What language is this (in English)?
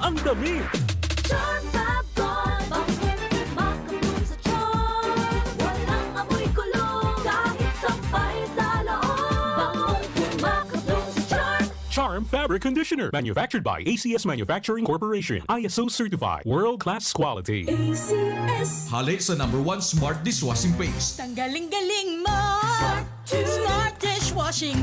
Bikol